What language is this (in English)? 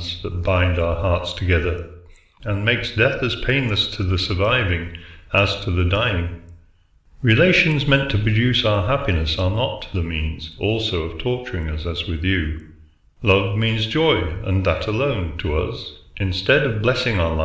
English